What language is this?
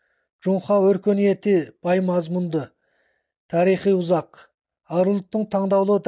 Kazakh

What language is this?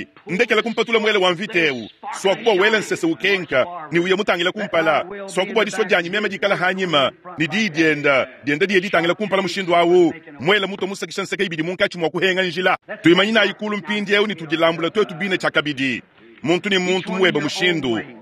Luba-Lulua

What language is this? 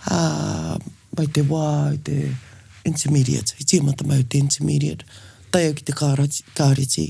Māori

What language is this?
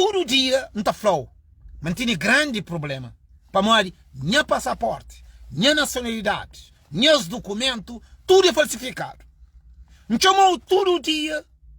Kabuverdianu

